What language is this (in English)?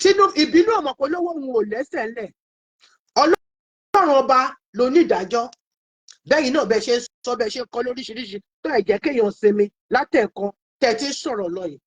Yoruba